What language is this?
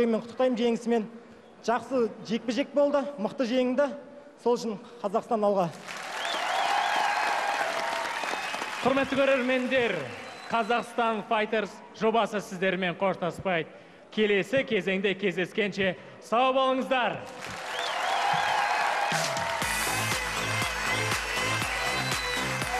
Kazakh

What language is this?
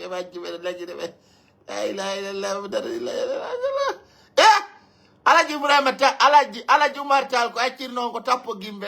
Pular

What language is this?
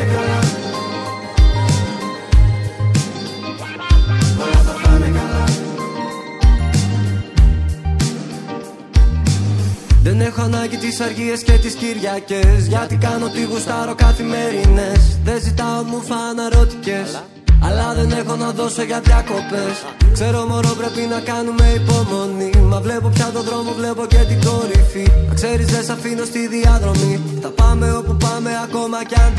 Greek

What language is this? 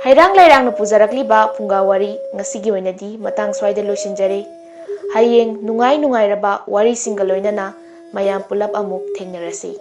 Manipuri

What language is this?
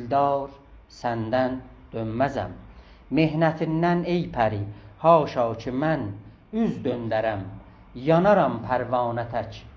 South Azerbaijani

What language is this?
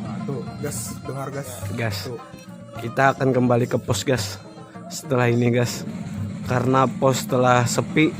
Banjar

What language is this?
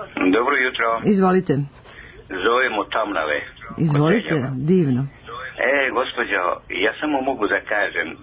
Serbian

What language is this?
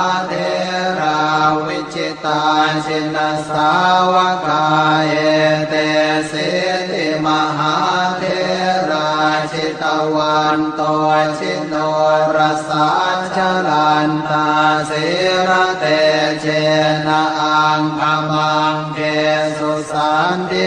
Pali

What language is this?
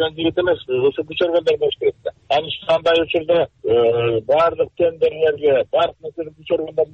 Kyrgyz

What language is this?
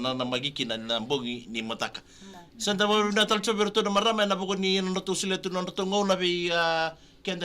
Fijian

